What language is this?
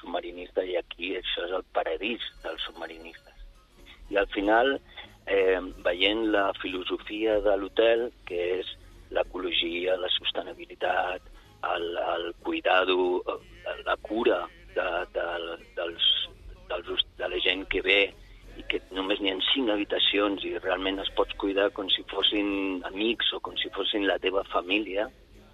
Catalan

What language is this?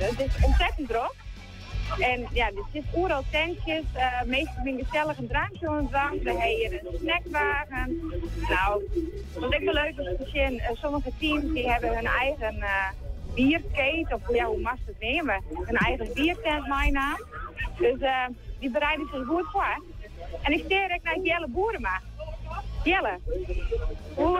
Western Frisian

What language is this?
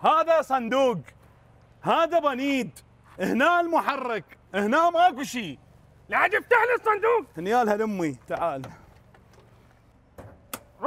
Mesopotamian Arabic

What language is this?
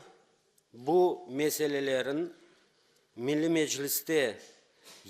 Crimean Tatar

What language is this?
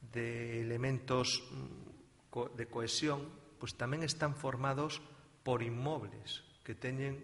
Galician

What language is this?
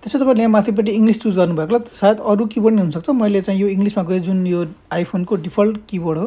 Nepali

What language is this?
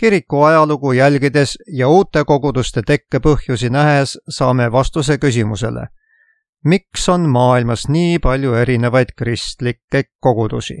Estonian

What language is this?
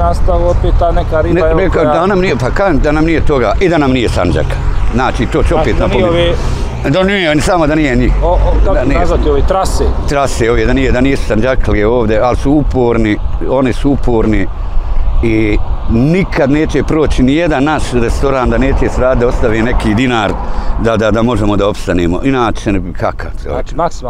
Bosnian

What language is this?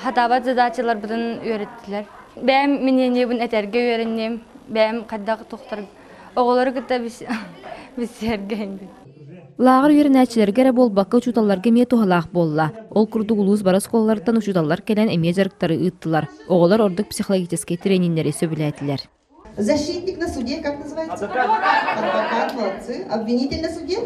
Yakut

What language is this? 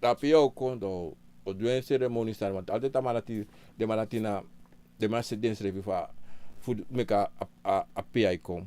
Sranan Tongo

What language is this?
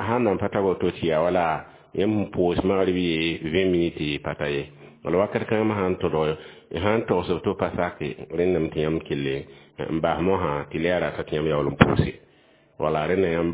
Mossi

